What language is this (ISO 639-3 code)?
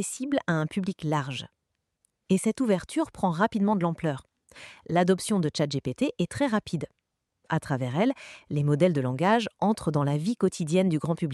fra